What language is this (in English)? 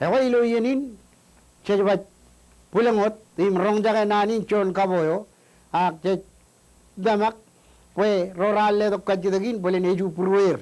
Marshallese